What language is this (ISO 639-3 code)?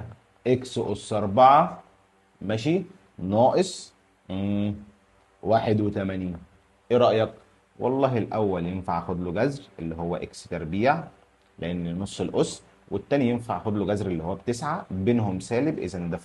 arz